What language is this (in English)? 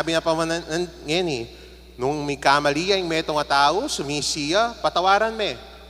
Pampanga